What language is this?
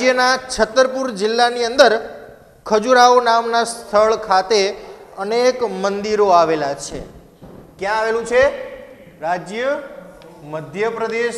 Gujarati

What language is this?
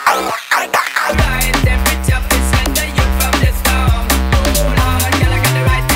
English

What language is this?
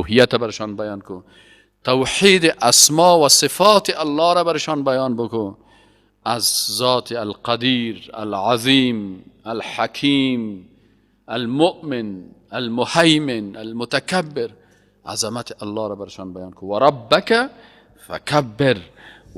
Persian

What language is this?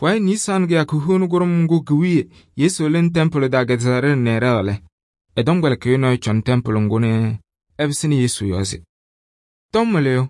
Kabiyè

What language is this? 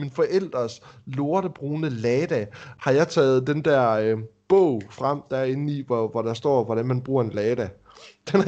Danish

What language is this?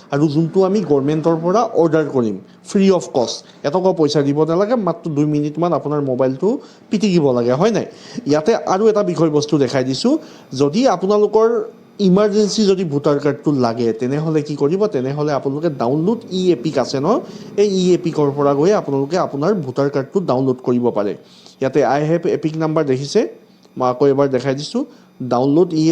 Assamese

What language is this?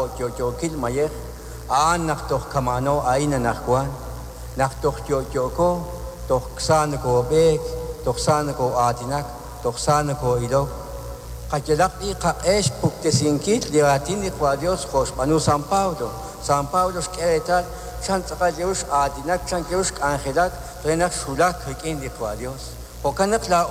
Kekchí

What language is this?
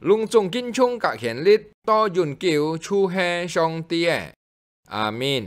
Hakka Chinese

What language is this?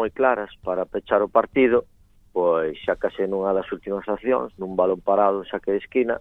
Galician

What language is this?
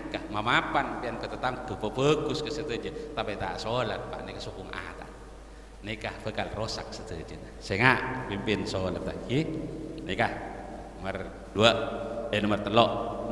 Madurese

